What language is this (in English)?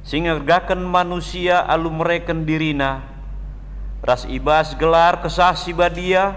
Batak Karo